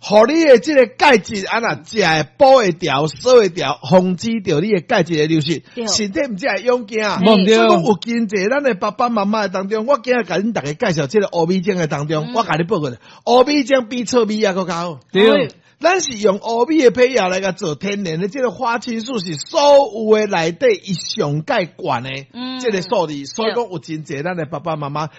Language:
Min Nan Chinese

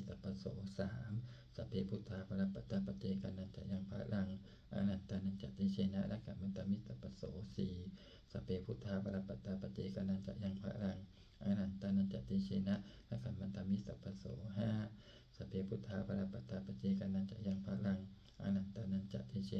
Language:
Pali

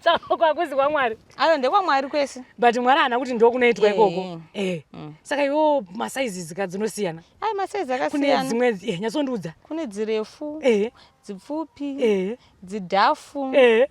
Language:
Shona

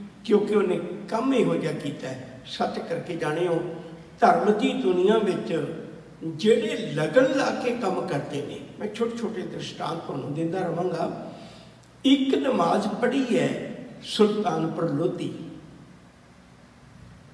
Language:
Punjabi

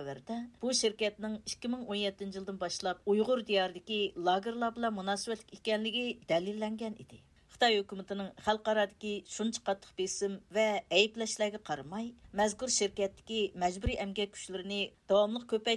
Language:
Uyghur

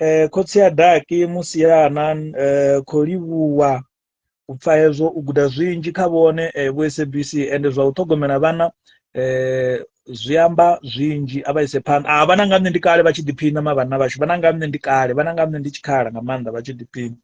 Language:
Venda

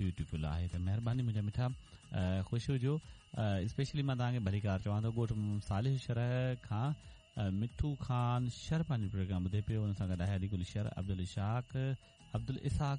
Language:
Sindhi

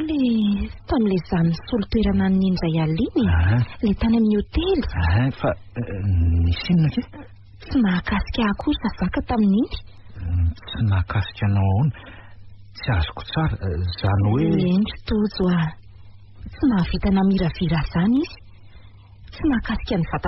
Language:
Malagasy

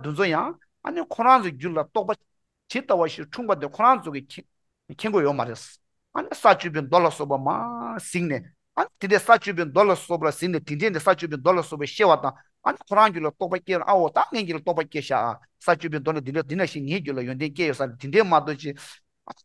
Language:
Tibetan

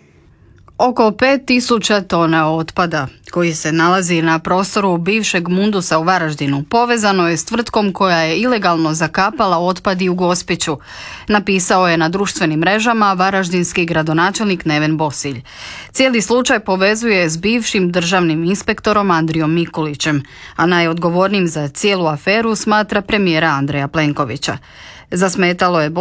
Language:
Croatian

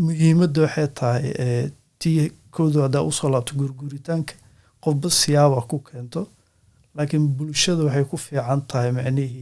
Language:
Somali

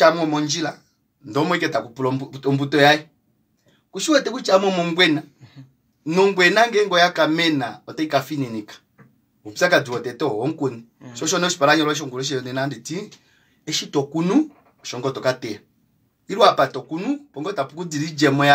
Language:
Kuanyama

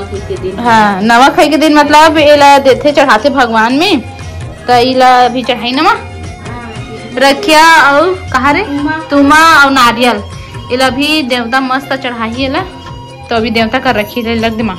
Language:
Chhattisgarhi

